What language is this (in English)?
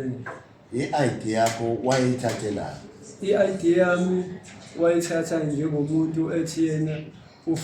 Zulu